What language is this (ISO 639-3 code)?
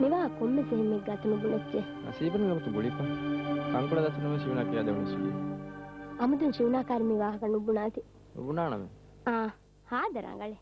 div